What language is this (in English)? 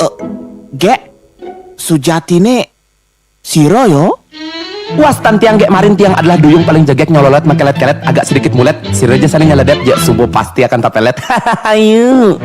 Balinese